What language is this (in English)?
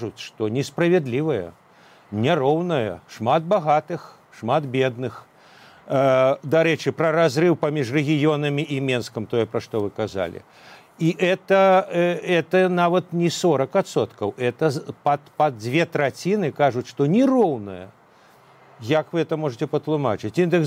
Belarusian